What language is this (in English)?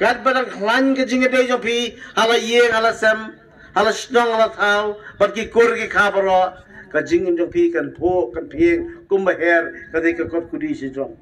Khasi